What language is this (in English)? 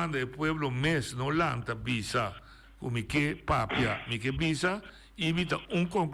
Papiamento